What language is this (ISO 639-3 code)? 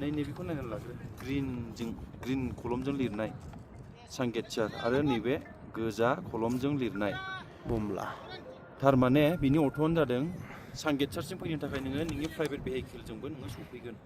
brx